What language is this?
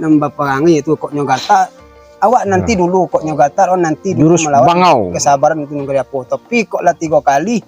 Minangkabau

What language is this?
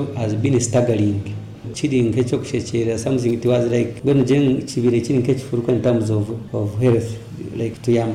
Nyoro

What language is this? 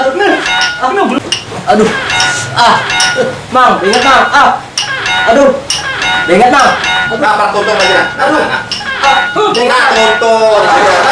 Banjar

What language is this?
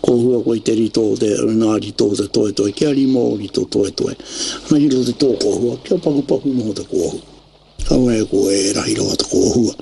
Māori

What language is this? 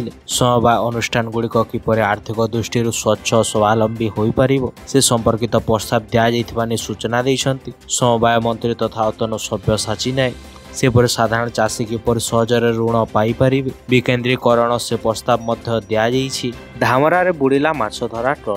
Odia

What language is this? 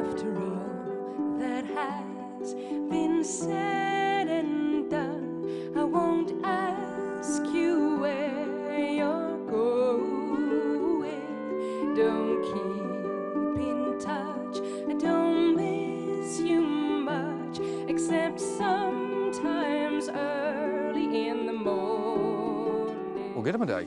Western Frisian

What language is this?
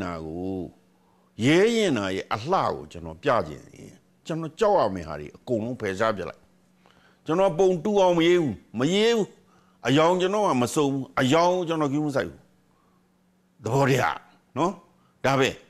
Burmese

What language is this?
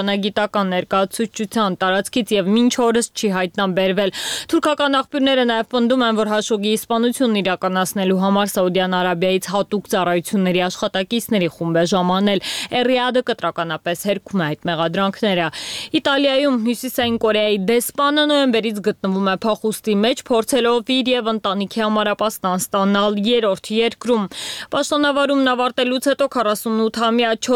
Armenian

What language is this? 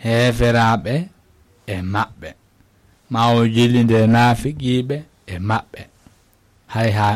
Fula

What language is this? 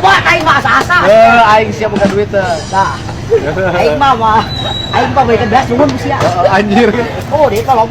Sundanese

